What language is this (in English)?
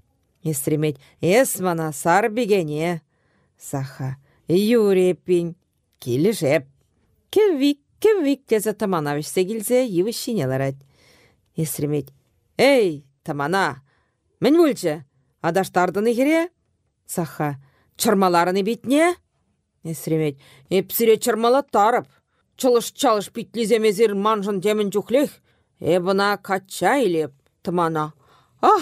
Chuvash